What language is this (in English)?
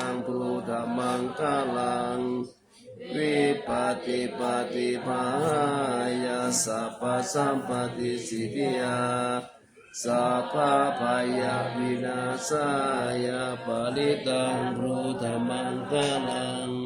Pali